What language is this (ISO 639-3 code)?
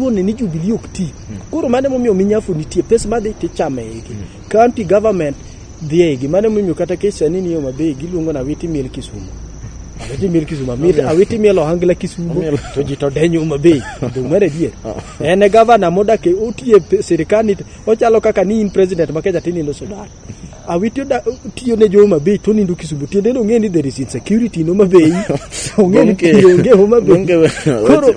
luo